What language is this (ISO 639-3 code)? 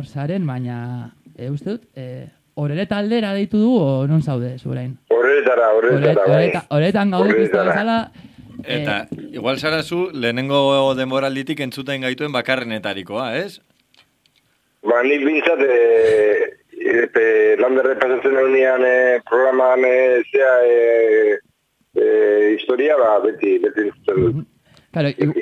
eus